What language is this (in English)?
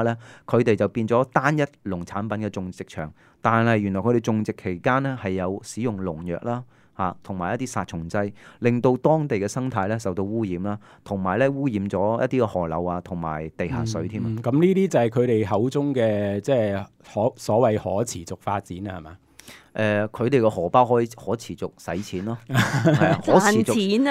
Cantonese